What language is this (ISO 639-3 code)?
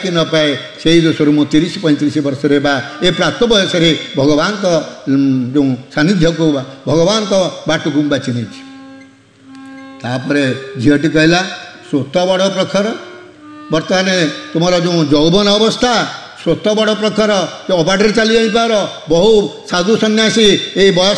ori